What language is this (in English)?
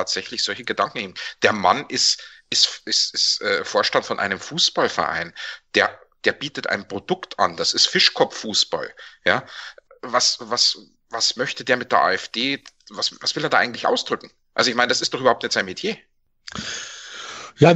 German